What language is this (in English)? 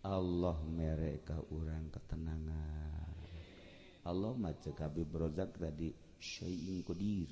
Sundanese